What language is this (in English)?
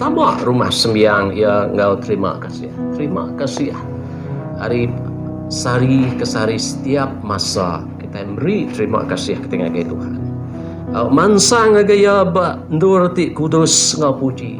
Iban